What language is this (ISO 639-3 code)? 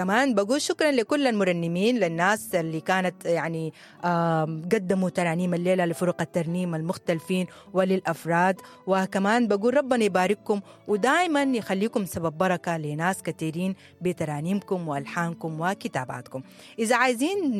apd